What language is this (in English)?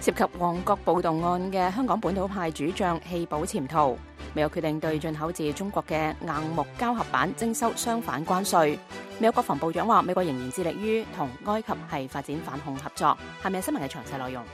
Cantonese